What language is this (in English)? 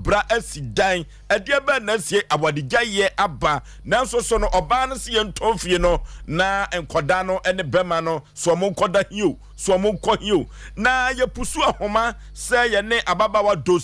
Akan